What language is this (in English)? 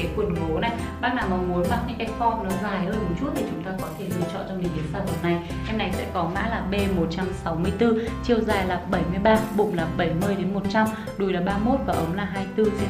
Vietnamese